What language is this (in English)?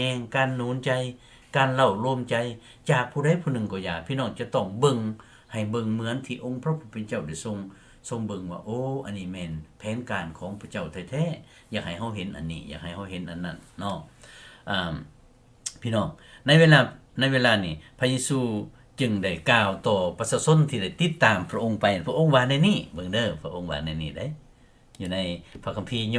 Lao